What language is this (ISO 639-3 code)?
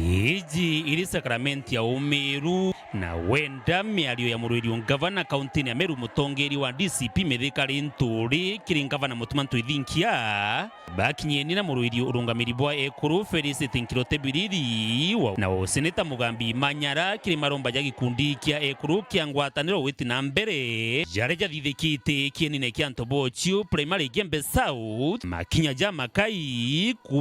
mer